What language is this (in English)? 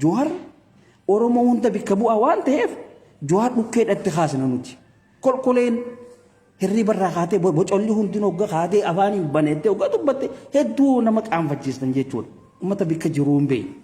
Oromo